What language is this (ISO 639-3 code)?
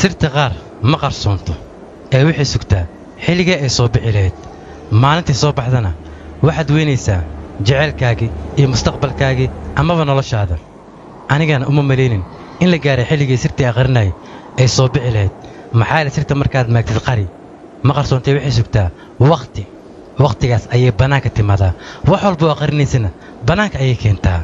som